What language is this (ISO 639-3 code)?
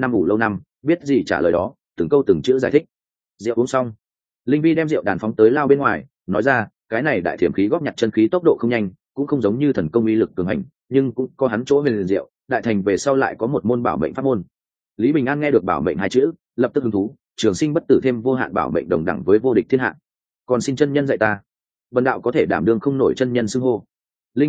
vie